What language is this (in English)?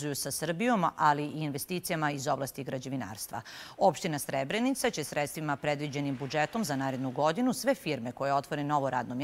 Serbian